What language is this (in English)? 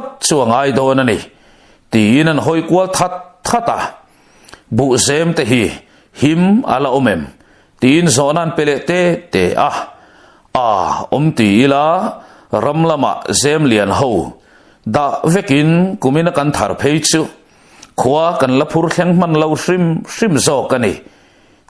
Mizo